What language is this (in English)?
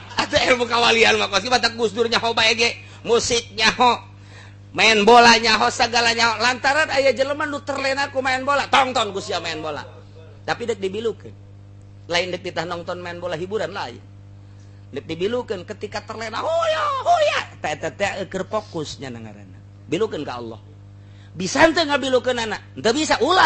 Sundanese